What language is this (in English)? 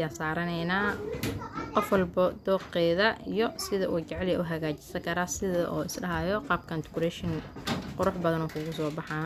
Somali